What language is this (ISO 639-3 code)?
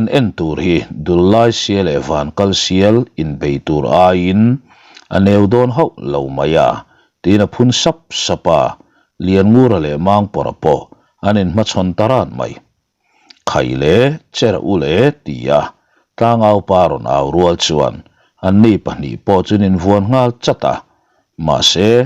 lus